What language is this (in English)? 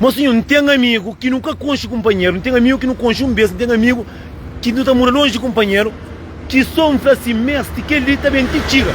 Kabuverdianu